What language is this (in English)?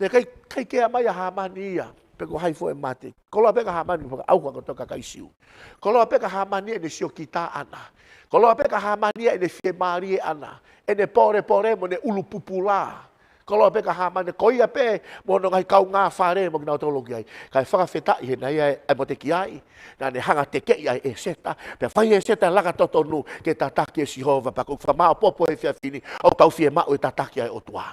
Tongan